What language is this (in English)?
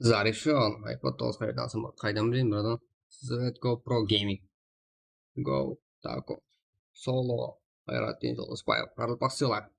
Kara-Kalpak